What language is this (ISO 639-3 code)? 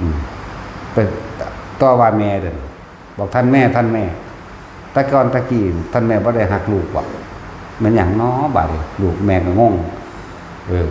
tts